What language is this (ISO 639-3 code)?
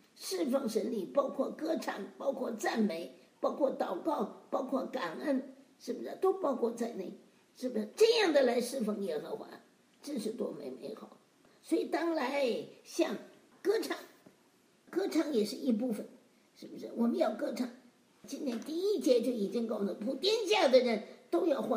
zho